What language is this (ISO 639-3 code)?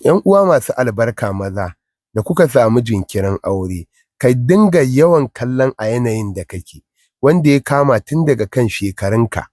hau